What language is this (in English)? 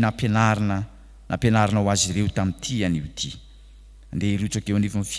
Malagasy